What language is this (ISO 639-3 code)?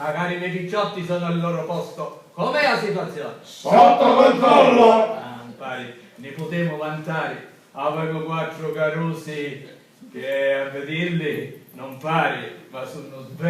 scn